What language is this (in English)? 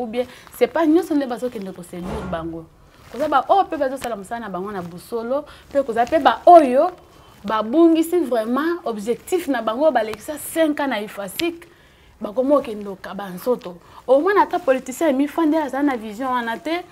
Lingala